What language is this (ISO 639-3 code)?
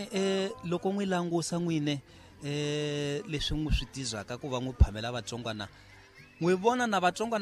tso